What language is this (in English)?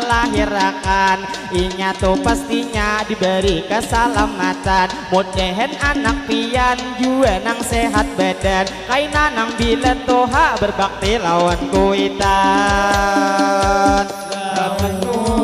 Banjar